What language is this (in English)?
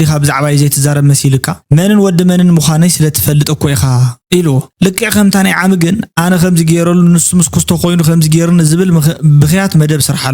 Tigrinya